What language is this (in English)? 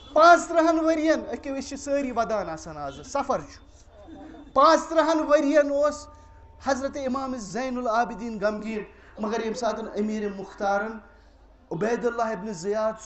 Kashmiri